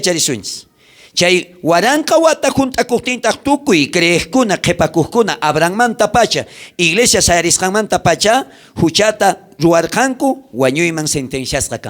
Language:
South Bolivian Quechua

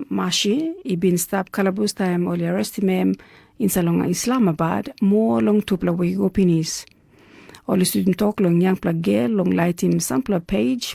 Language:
Tok Pisin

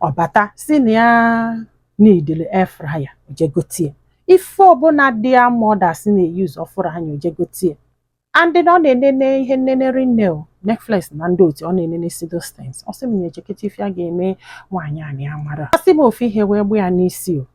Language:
Igbo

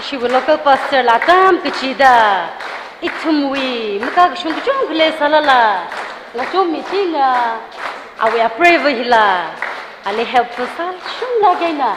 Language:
Tangkhul Naga (India)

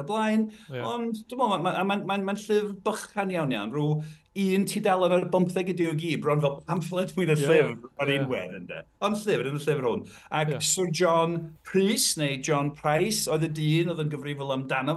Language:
Welsh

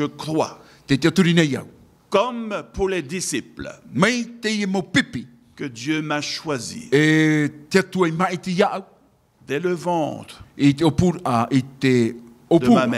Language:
Tahitian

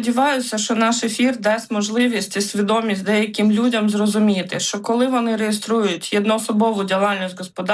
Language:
Ukrainian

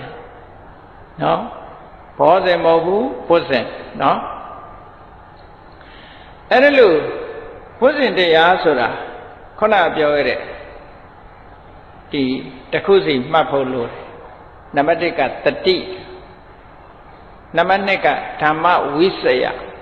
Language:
Burmese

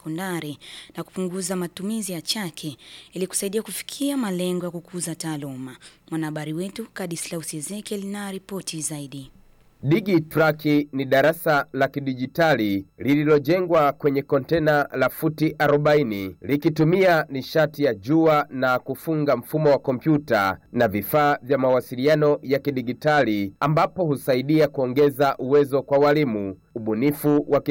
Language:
Swahili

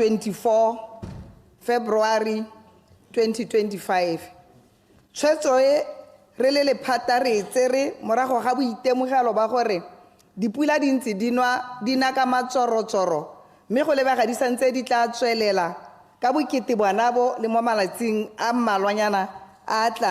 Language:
Tswana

